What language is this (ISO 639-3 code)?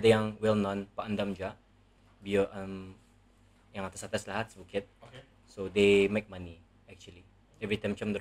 msa